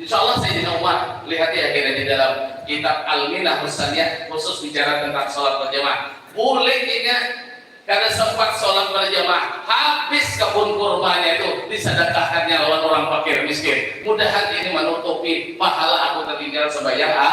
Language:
Banjar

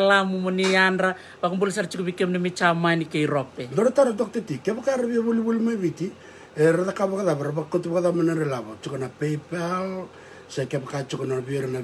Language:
Fijian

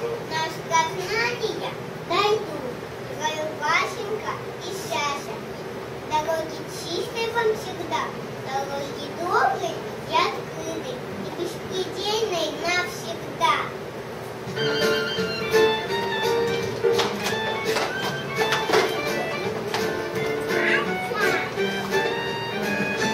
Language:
Russian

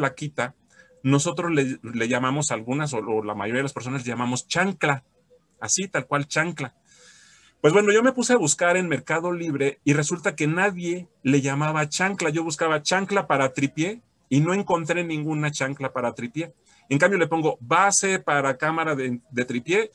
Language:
Spanish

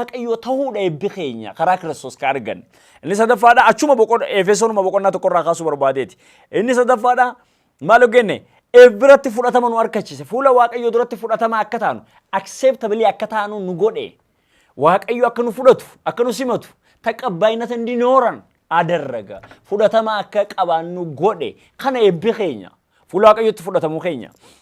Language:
Oromo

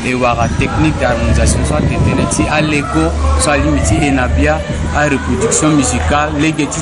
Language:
Sango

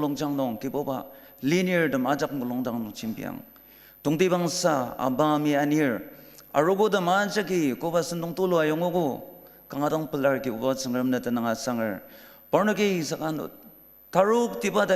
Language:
Ao Naga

